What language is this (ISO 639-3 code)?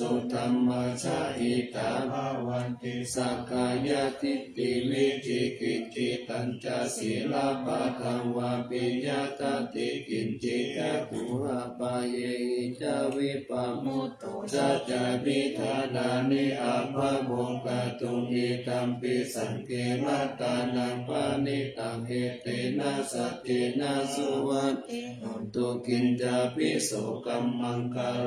pli